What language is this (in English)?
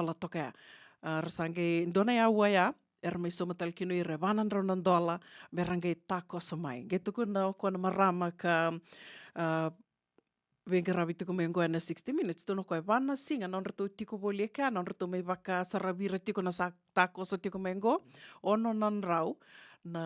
Fijian